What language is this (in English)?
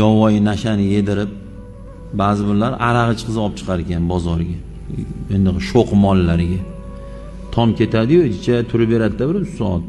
Uzbek